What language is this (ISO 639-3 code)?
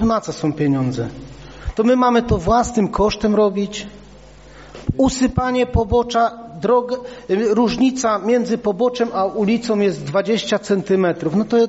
pol